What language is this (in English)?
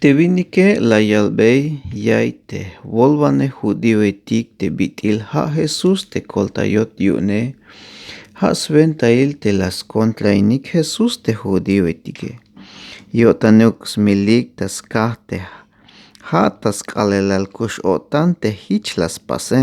Tzeltal